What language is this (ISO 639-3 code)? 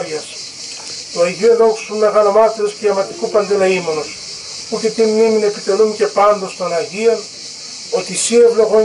ell